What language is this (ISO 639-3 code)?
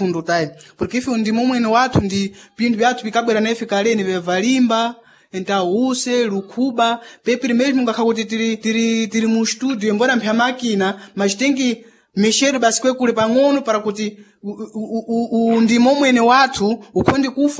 seh